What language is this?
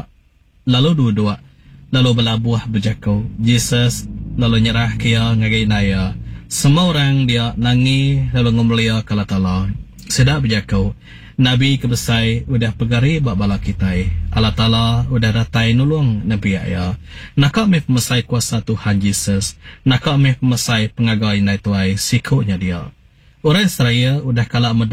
Iban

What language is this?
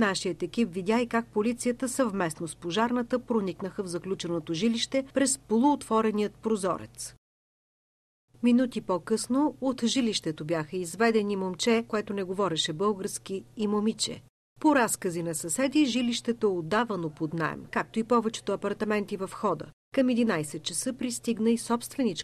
Bulgarian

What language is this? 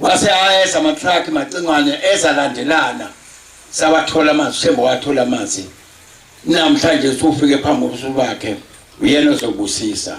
Zulu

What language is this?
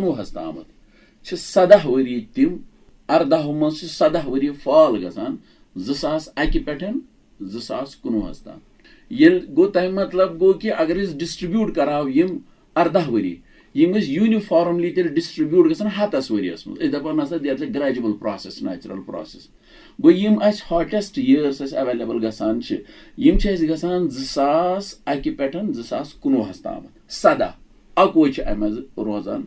Kashmiri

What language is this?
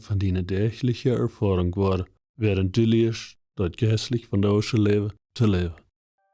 Plautdietsch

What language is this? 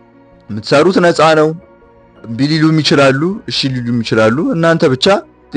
Amharic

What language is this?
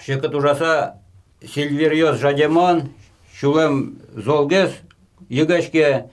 Udmurt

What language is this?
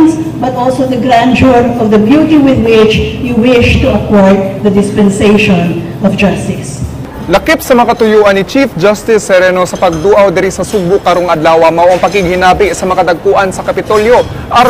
Cebuano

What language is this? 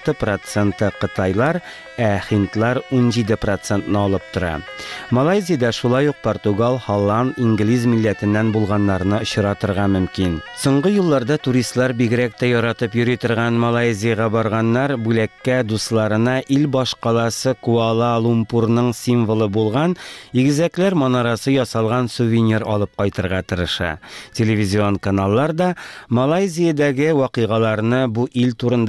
Tatar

